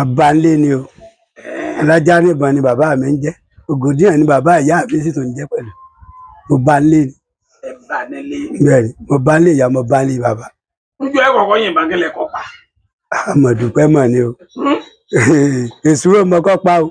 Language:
Yoruba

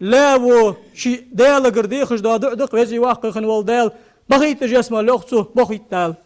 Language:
Ingush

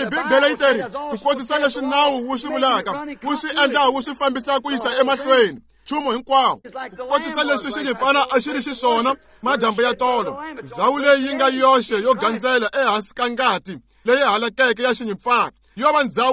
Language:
Tsonga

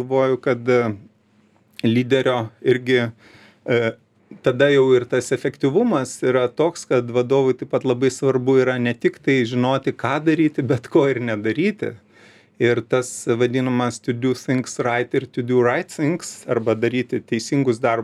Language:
Lithuanian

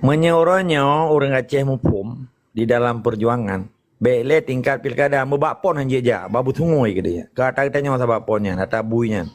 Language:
Achinese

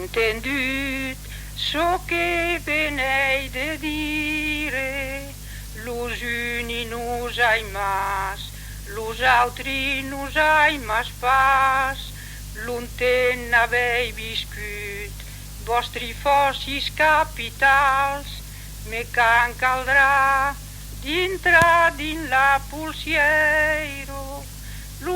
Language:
Occitan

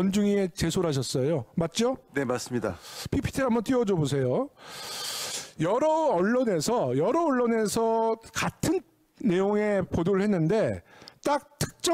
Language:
Korean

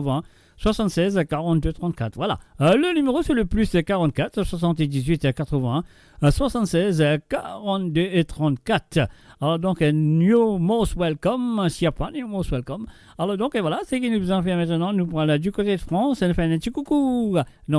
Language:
Morisyen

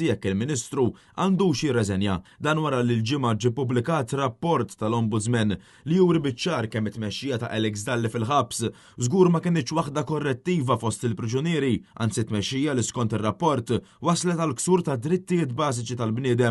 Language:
Maltese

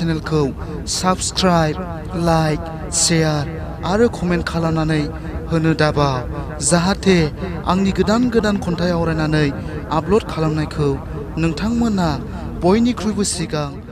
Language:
Bodo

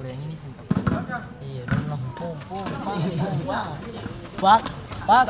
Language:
Ambonese Malay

